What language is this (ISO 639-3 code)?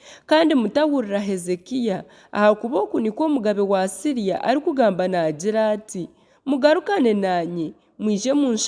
nyn